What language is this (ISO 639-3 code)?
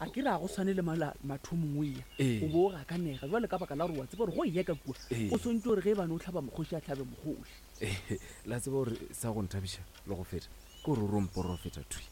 nso